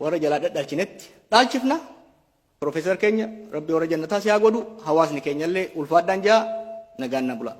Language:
Oromo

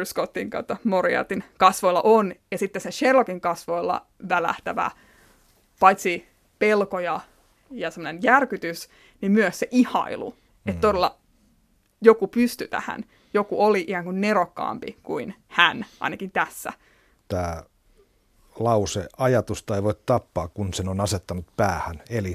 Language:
Finnish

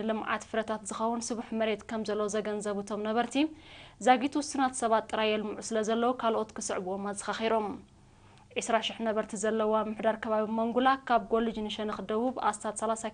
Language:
Tigrinya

